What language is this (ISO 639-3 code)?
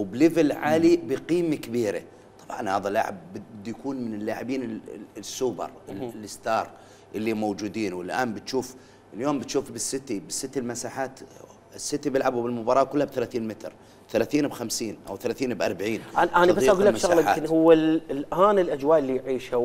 acm